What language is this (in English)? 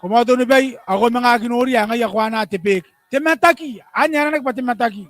Gilbertese